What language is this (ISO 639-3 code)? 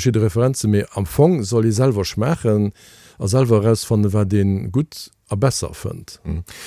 ltz